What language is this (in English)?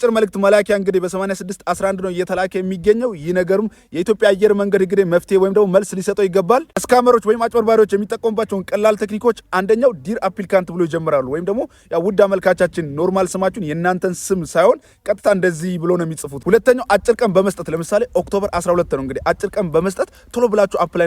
Amharic